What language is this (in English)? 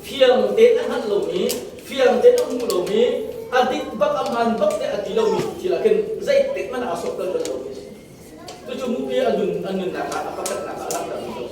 Hakha Chin